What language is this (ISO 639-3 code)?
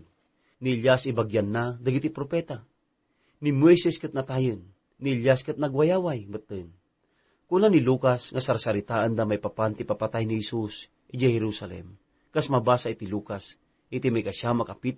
ilo